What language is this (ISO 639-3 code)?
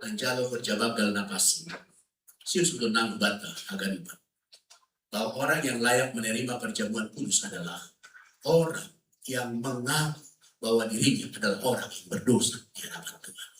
bts